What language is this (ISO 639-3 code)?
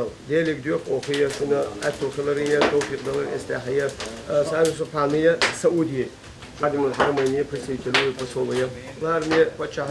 che